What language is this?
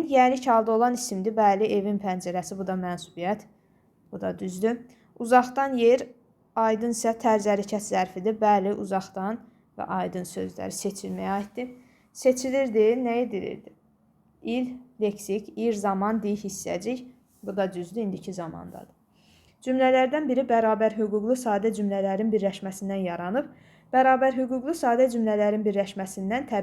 Azerbaijani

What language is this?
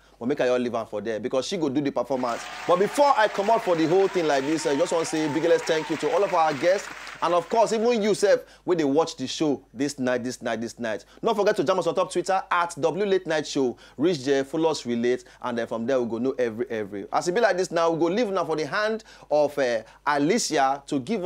Nigerian Pidgin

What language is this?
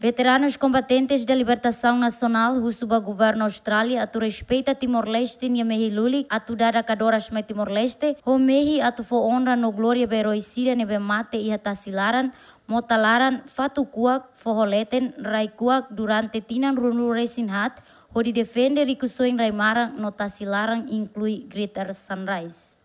Tetum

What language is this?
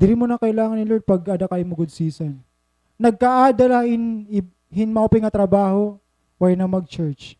Waray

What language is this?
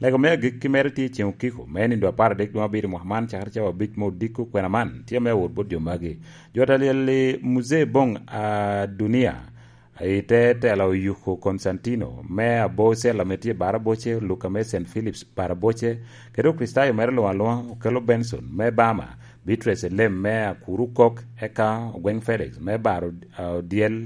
Lango (Uganda)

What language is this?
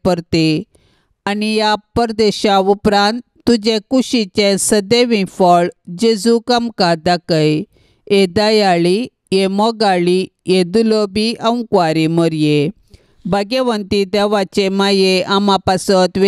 Konkani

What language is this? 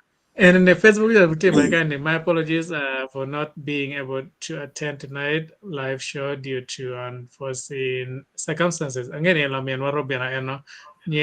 Acoli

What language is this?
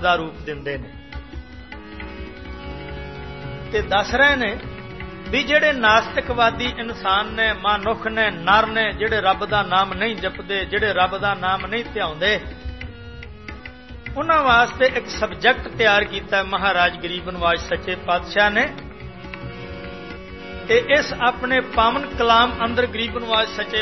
Punjabi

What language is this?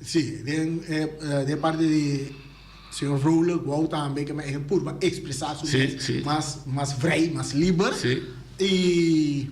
Papiamento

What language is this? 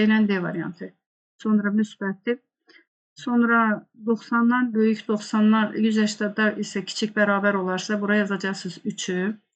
Azerbaijani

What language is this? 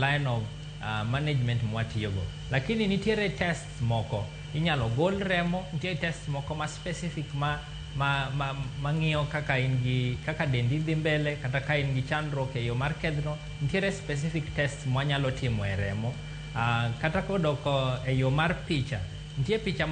Luo (Kenya and Tanzania)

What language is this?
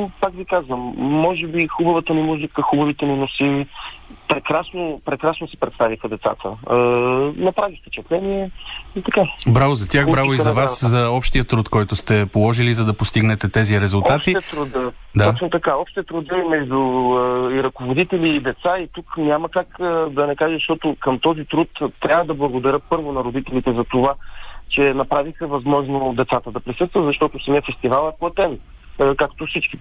Bulgarian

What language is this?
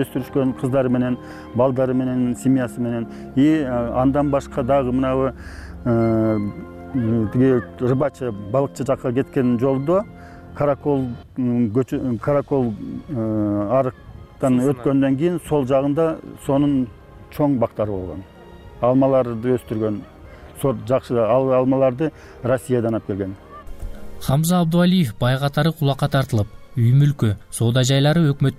Kyrgyz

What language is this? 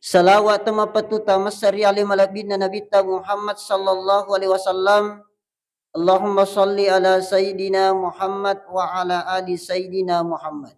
Buginese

